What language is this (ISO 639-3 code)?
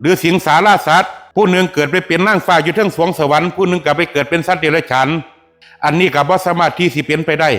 tts